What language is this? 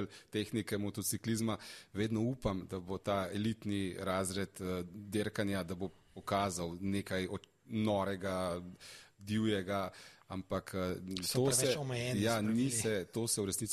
Slovenian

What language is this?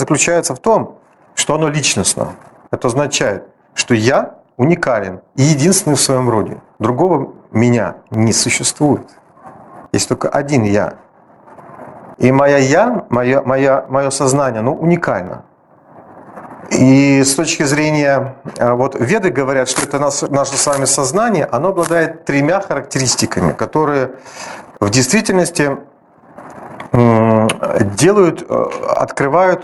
Russian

